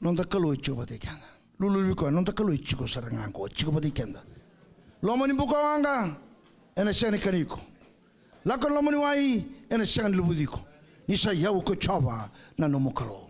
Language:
Fijian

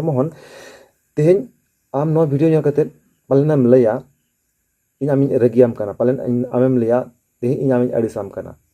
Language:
Santali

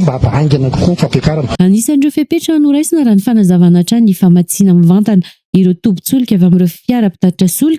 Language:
Malagasy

